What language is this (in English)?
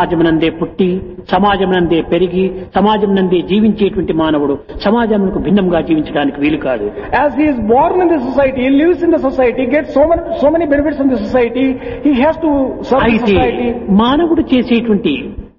Telugu